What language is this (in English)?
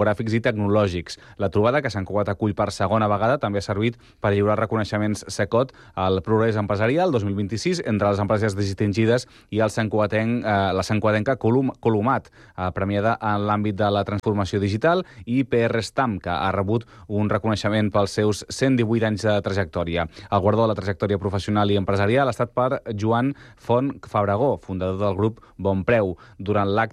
Catalan